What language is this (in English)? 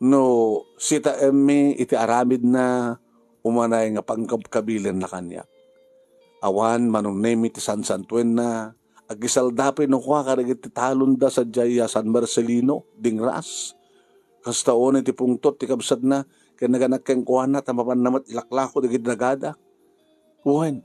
Iloko